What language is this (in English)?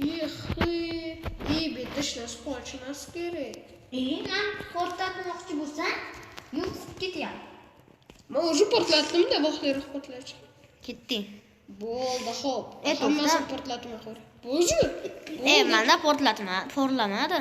Uzbek